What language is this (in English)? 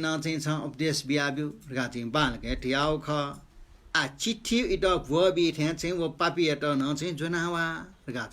Newari